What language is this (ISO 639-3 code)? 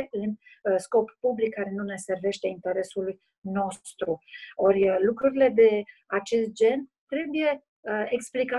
ron